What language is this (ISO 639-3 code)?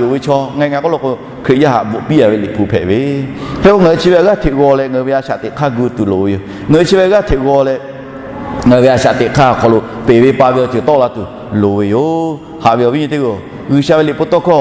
lhu